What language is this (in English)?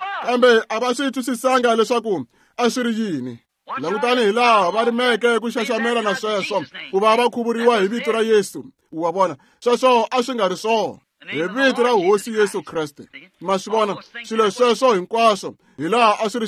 Tsonga